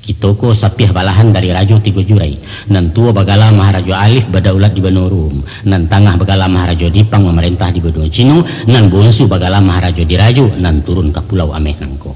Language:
Minangkabau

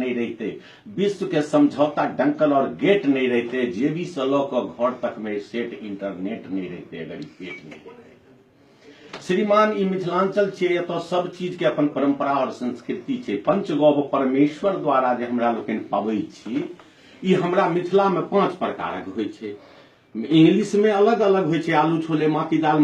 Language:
Maithili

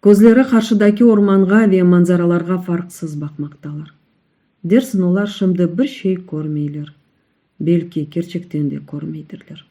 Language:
Crimean Tatar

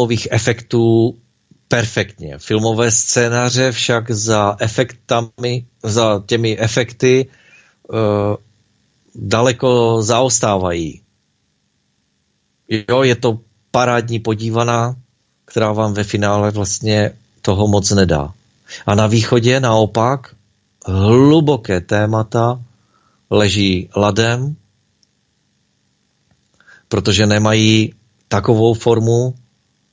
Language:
Czech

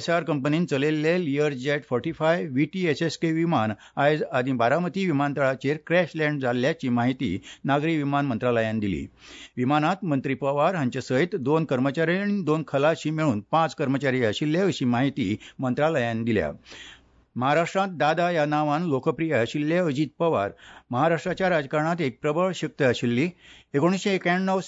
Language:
Konkani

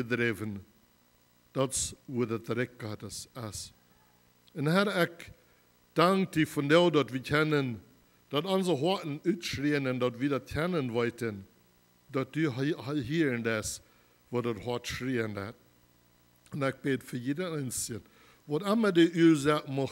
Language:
Plautdietsch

